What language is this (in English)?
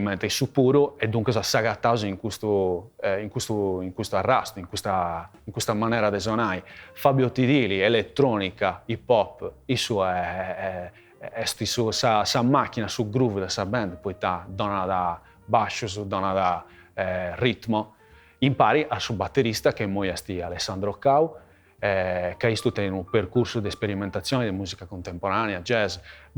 Sardinian